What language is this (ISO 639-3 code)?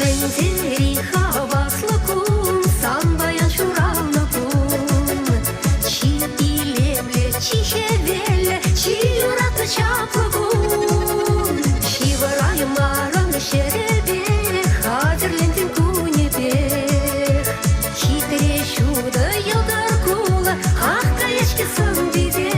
chv